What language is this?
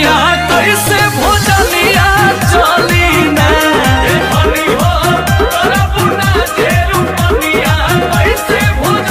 Bhojpuri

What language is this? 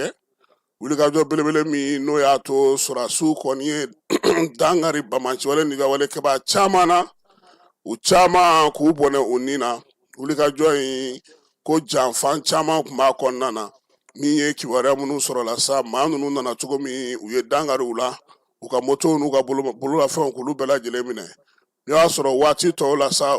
Bambara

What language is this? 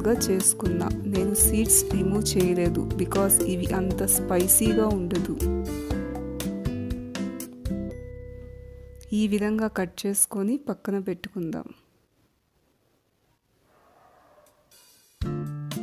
Telugu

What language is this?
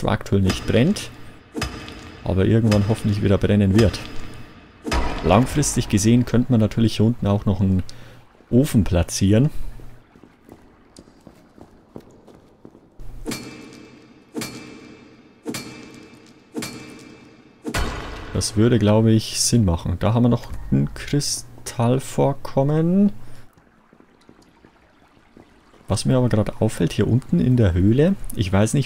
German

